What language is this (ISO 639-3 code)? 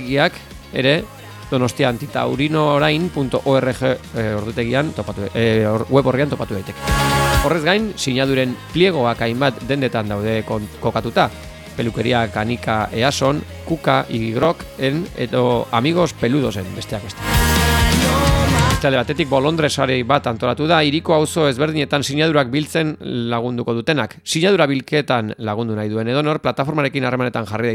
eus